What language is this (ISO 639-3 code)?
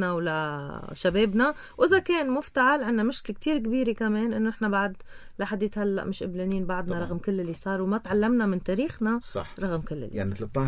apc